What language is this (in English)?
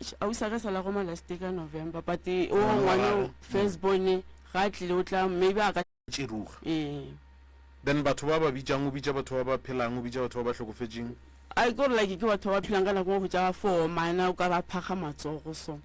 Northern Sotho